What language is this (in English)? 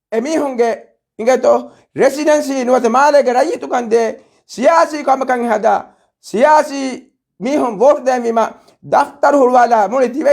Divehi